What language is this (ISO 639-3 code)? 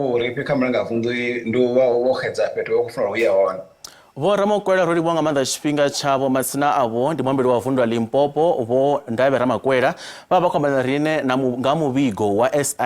ven